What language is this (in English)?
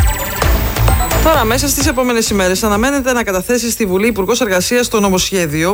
Greek